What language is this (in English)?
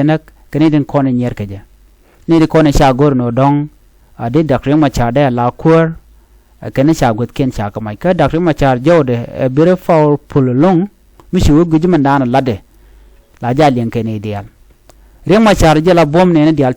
Nuer